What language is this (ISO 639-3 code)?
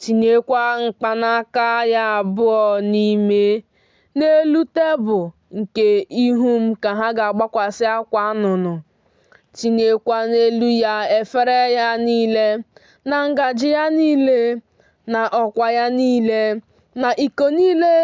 ibo